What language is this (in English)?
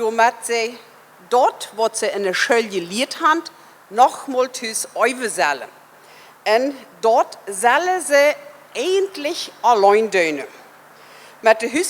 Plautdietsch